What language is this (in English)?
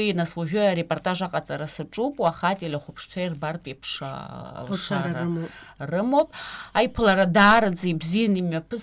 Abkhazian